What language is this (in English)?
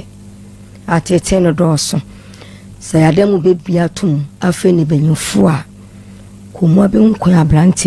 Akan